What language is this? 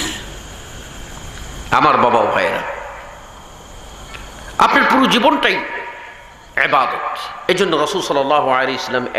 Bangla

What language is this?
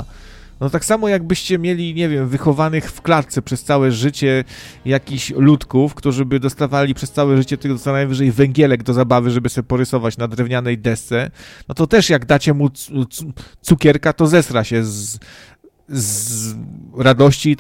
Polish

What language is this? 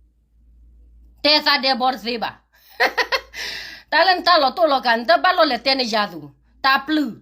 S'gaw Karen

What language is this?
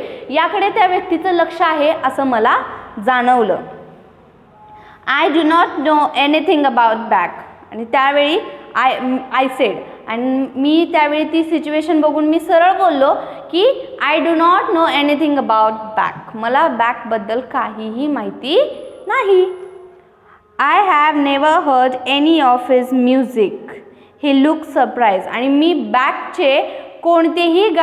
Marathi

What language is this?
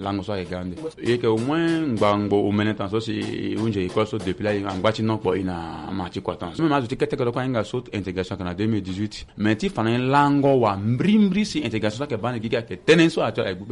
Sango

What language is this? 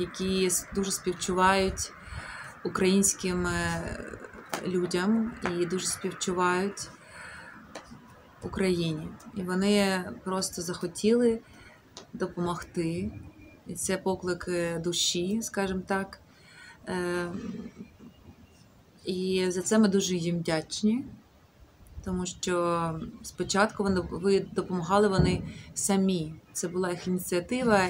Ukrainian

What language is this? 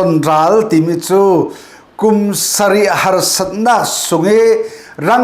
Falam Chin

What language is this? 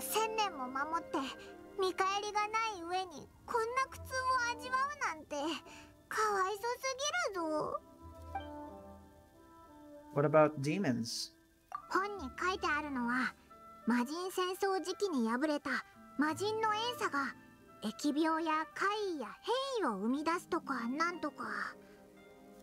Japanese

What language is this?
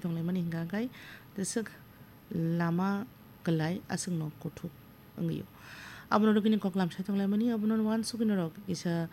Kok Borok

